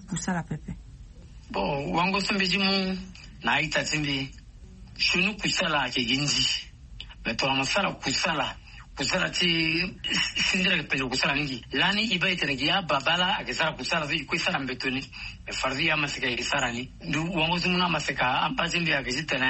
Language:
Sango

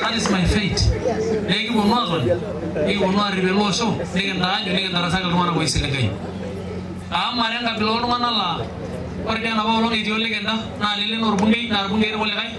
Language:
Masai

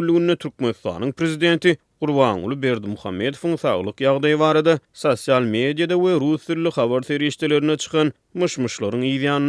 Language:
Turkmen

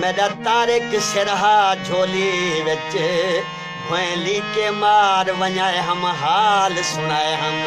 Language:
Saraiki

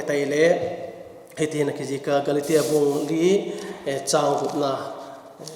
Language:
Vaiphei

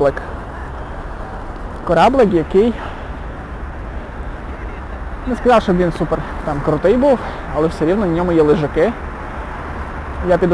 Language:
Ukrainian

